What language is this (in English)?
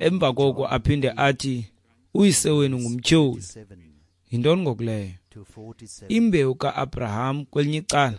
Xhosa